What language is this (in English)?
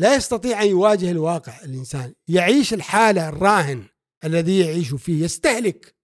Gulf Arabic